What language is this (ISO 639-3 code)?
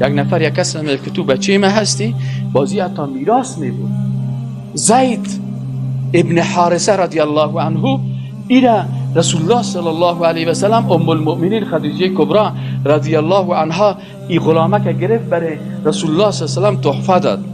fas